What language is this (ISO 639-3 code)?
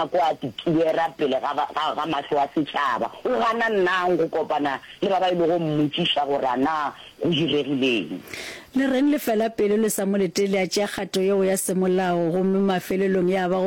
nso